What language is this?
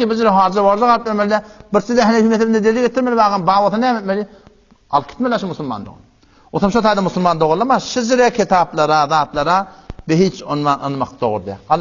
Turkmen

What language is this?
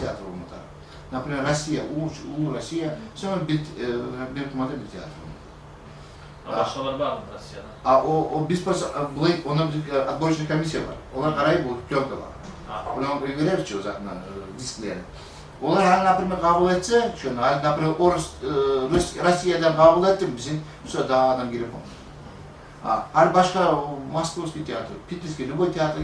Kumyk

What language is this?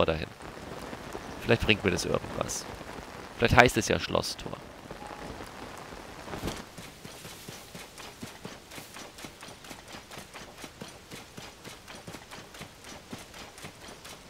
German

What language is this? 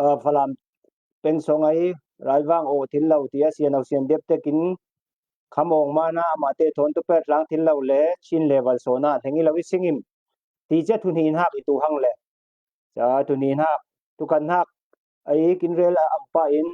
Falam Chin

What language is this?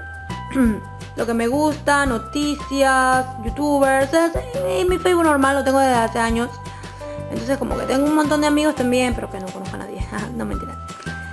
Spanish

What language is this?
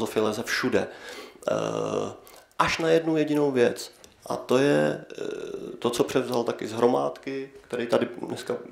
Czech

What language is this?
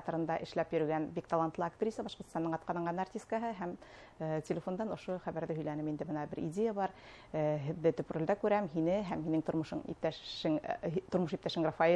Bashkir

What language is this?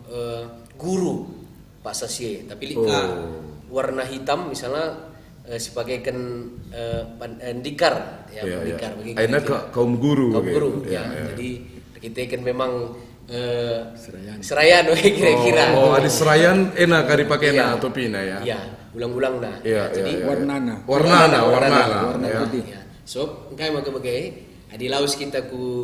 Batak Karo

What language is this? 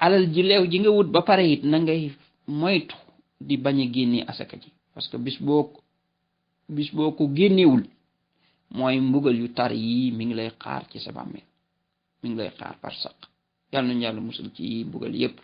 Wolof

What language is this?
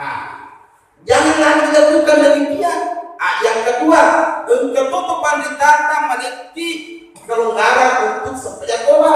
Buginese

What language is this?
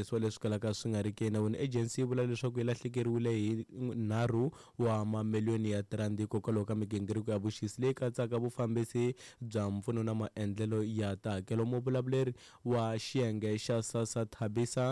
Tsonga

